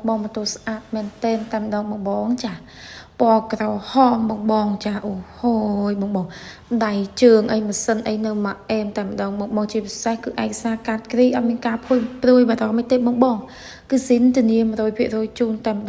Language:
Khmer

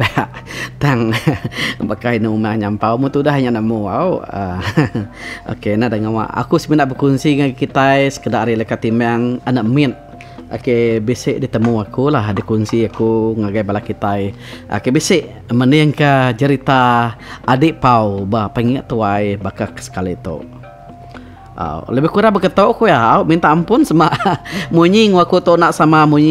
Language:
Iban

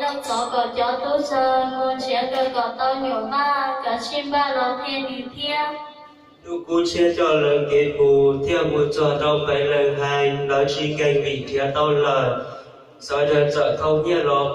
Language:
Hmong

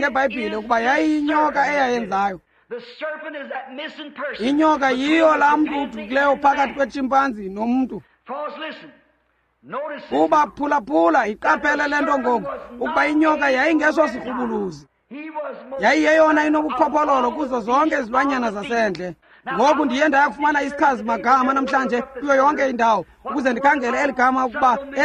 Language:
Xhosa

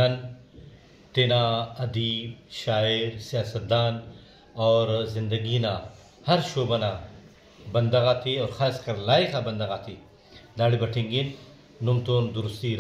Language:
Brahui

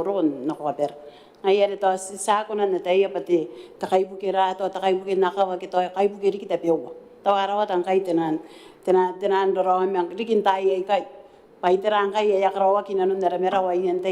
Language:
Gilbertese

